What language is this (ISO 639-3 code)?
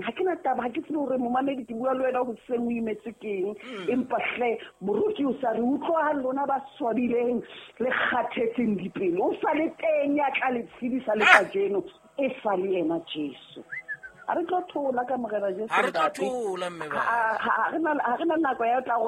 sot